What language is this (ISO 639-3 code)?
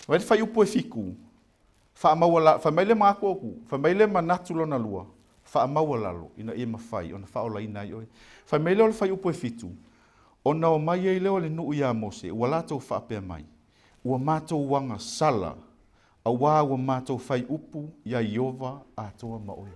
smo